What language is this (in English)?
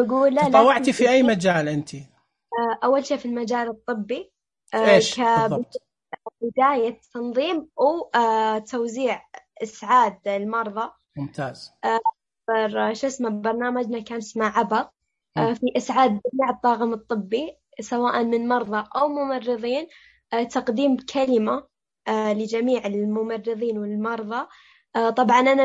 Najdi Arabic